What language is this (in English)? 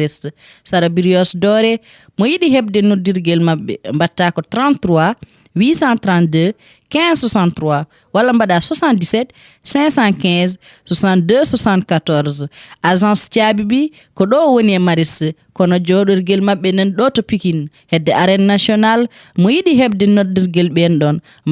Fula